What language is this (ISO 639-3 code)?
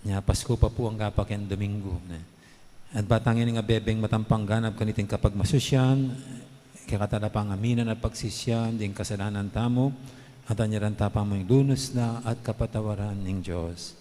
pam